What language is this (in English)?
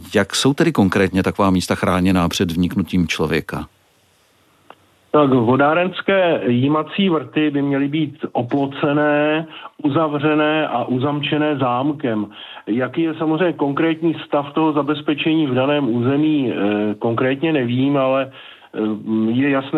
Czech